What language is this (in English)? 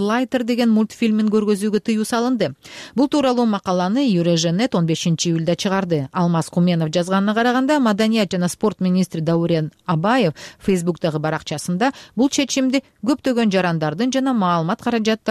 Kyrgyz